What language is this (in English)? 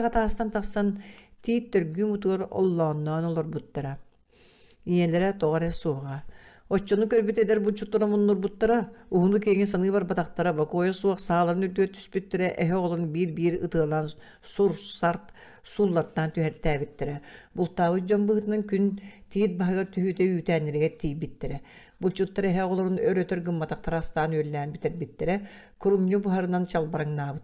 Yakut